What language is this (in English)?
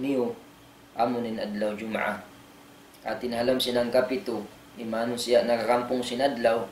Tausug